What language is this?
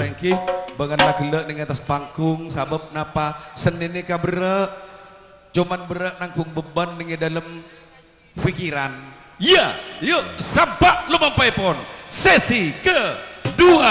Madurese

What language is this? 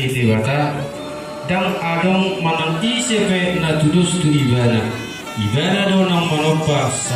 Batak Toba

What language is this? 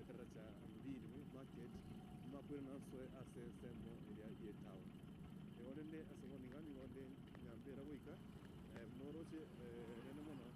Gusii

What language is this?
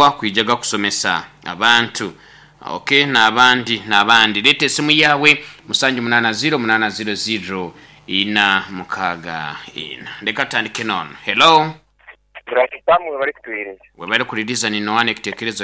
Nyoro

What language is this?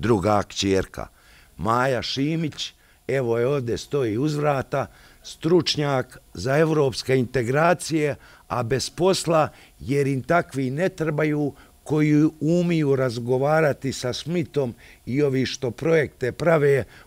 Bosnian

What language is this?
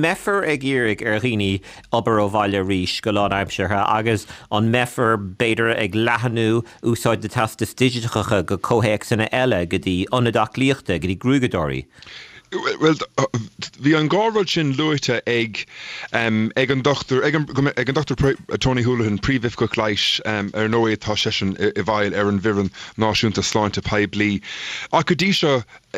Irish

